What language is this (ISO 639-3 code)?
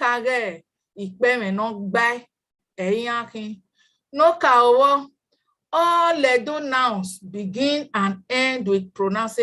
bin